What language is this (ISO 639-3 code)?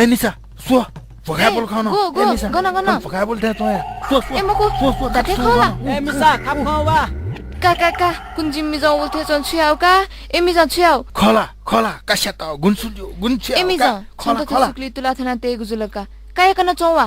new